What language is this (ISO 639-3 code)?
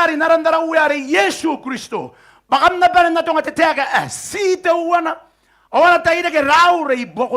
gil